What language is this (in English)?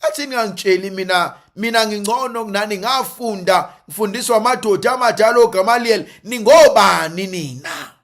Zulu